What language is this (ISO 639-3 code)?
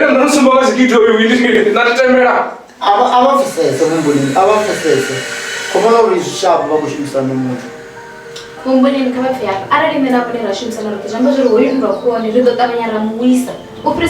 ven